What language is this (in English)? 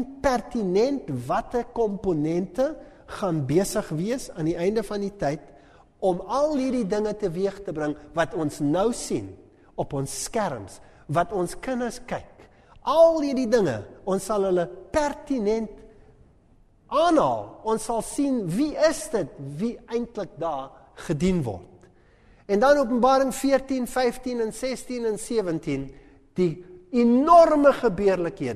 Afrikaans